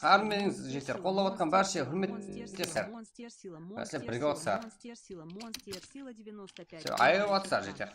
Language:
Kara-Kalpak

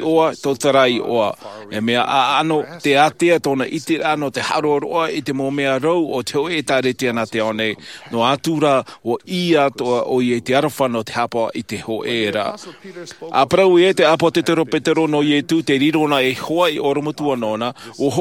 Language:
Tahitian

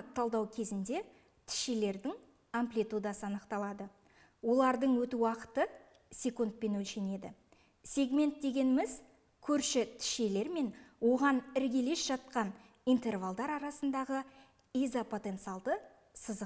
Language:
Kazakh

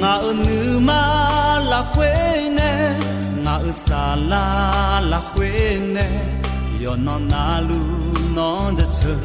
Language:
Akha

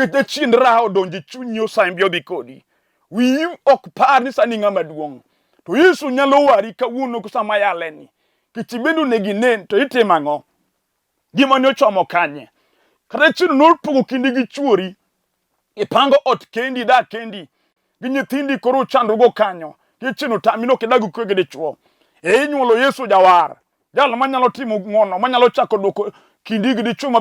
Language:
Luo (Kenya and Tanzania)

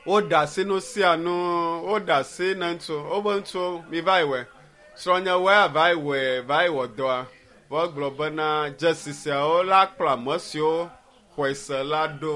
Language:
Ewe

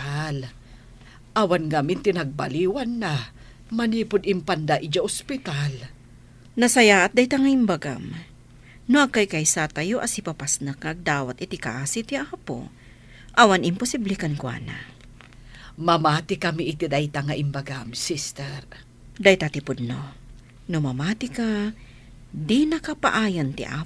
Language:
Iloko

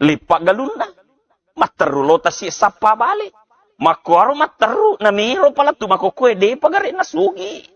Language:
Buginese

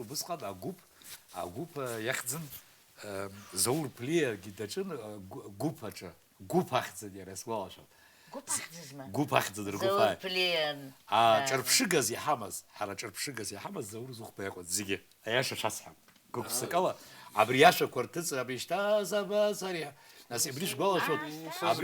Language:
Abkhazian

